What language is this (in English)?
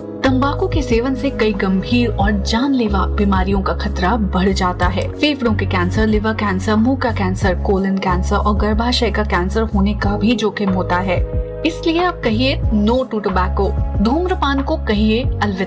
Hindi